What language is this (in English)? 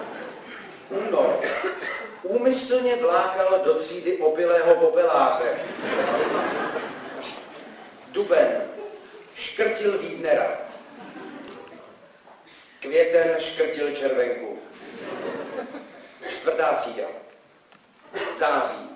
Czech